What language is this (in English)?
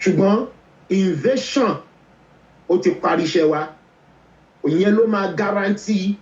Yoruba